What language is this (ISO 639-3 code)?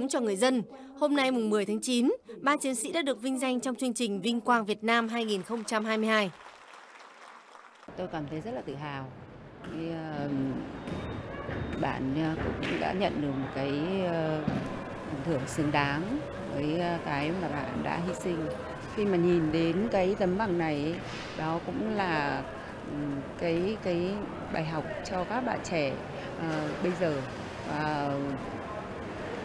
vie